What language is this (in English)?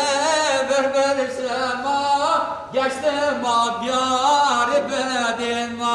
Zaza